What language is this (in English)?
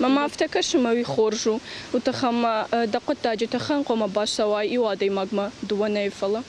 Ossetic